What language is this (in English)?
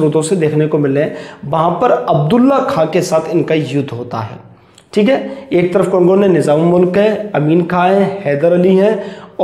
Hindi